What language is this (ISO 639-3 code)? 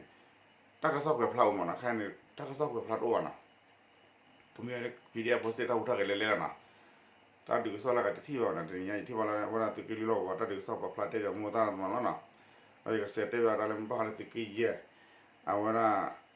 ksw